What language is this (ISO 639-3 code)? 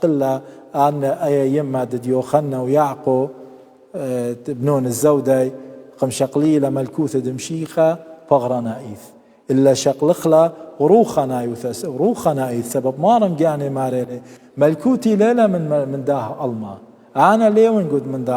aii